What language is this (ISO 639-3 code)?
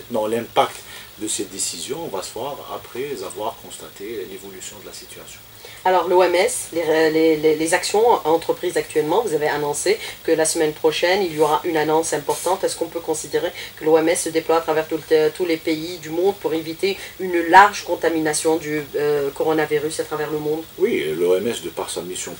fra